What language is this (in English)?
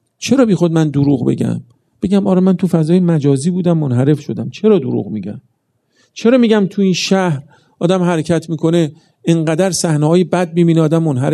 Persian